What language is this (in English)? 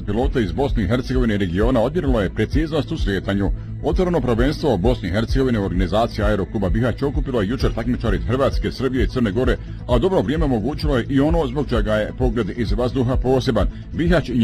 Bosnian